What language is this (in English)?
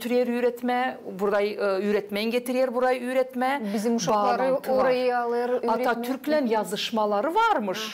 Gagauz